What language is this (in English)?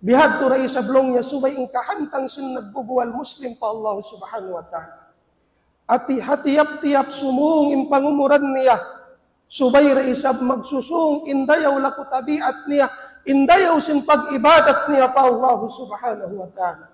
Tausug